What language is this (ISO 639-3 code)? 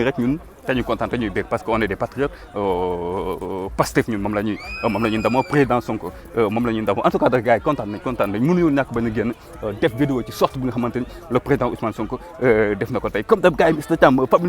wol